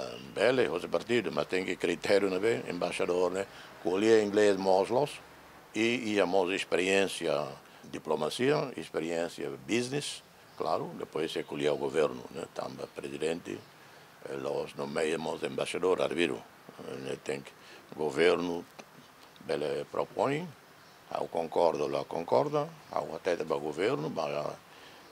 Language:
Tetum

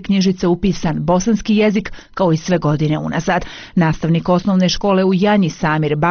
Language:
Bosnian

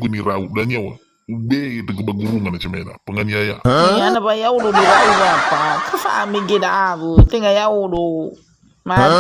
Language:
Nias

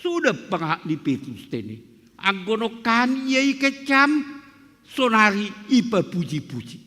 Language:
Batak Simalungun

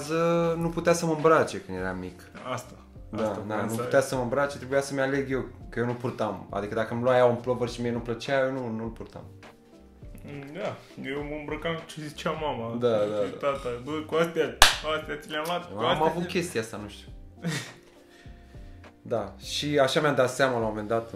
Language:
Romanian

